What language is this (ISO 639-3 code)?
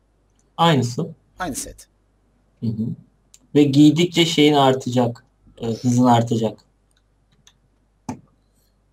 tur